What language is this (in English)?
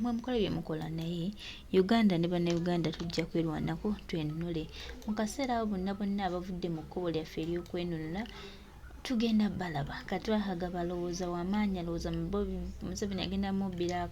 Ganda